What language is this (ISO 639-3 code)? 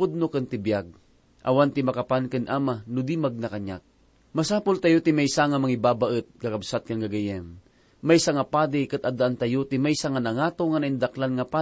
ilo